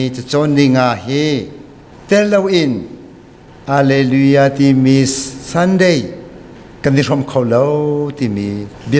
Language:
Hakha Chin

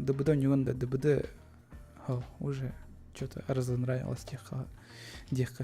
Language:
Yakut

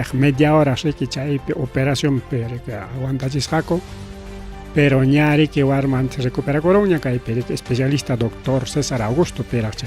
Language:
Ayacucho Quechua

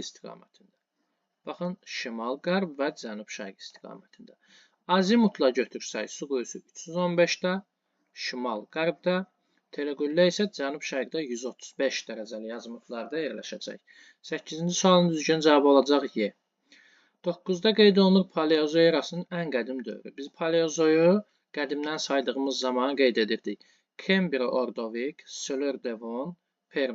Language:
Azerbaijani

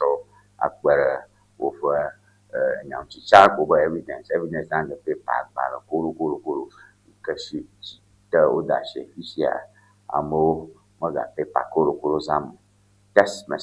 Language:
Ewe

